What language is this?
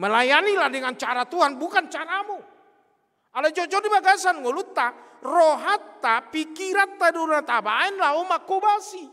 Batak Toba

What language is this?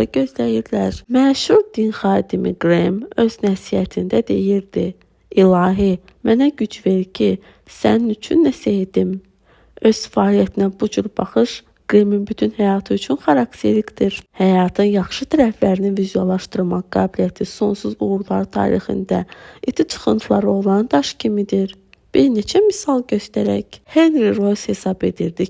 Azerbaijani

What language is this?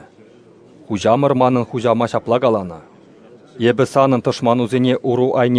Chuvash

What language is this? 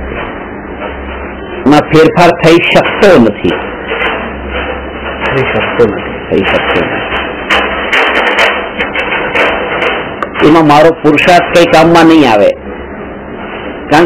Gujarati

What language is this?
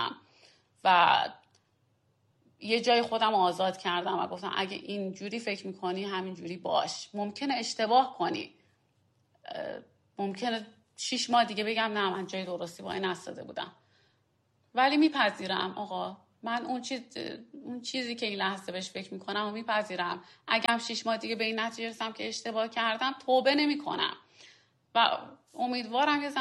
Persian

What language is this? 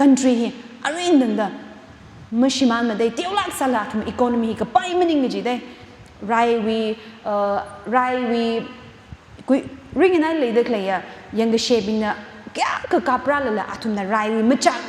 Tangkhul Naga (India)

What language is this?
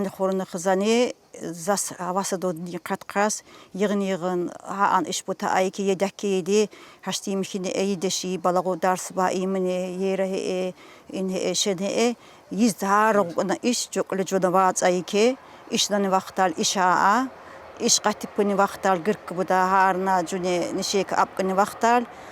Tsakhur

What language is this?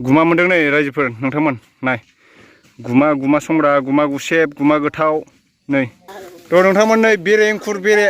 Bodo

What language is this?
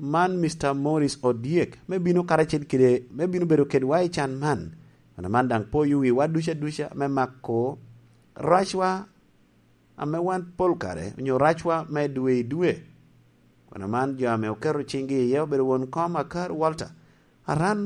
Lango (Uganda)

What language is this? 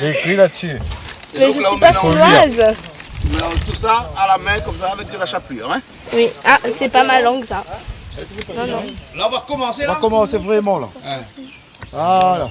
Réunion Creole French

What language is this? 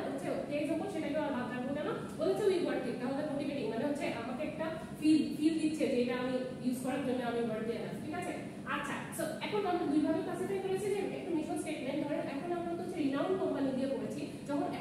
Bangla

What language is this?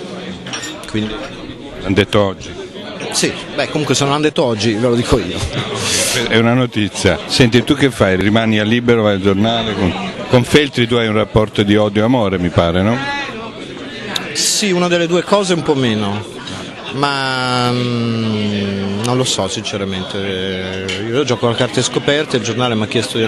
Italian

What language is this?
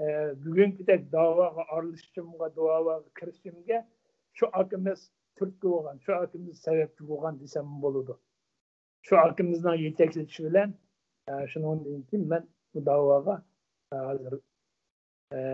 Uyghur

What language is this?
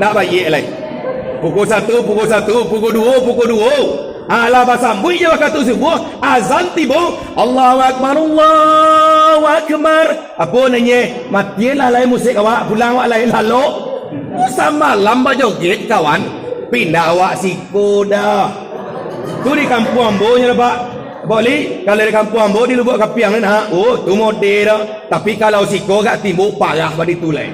Minangkabau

